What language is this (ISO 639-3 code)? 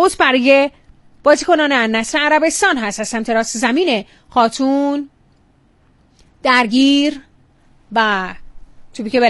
fas